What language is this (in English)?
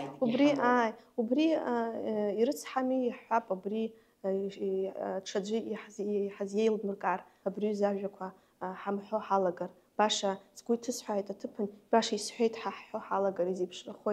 Abkhazian